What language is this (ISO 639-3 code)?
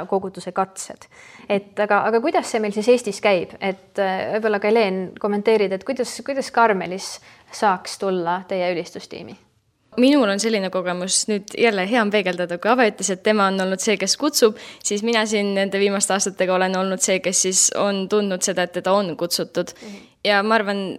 est